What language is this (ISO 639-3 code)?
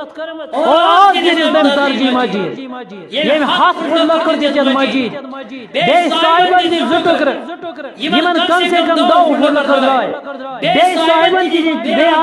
kas